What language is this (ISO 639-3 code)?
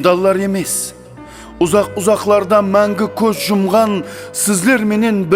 kaa